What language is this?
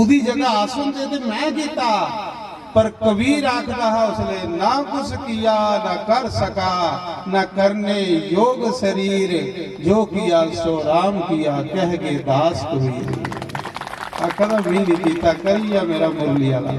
Dogri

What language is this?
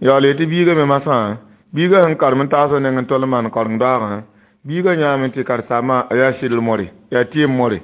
Mossi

